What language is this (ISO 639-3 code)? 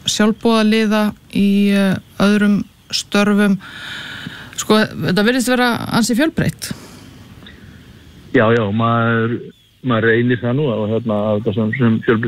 isl